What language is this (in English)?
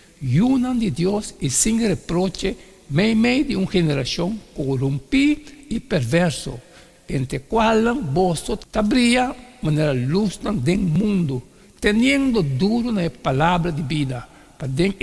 Papiamento